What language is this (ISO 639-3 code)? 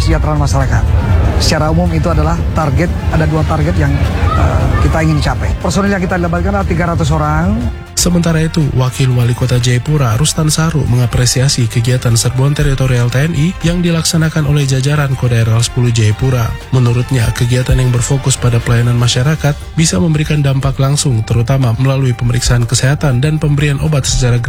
ind